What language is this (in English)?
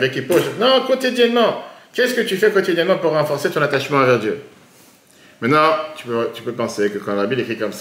French